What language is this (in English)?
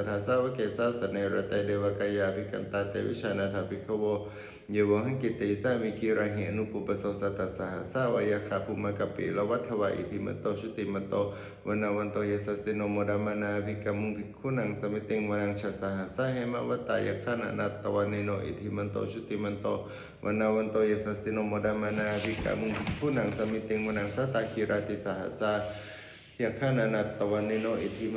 Pali